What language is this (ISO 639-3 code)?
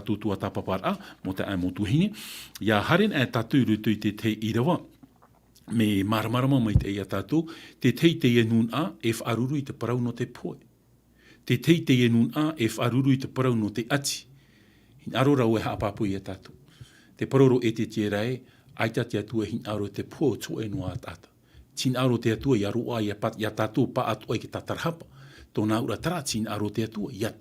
tah